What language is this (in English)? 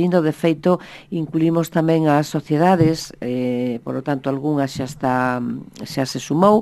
Galician